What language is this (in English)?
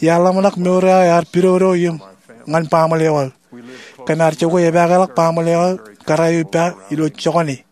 Marshallese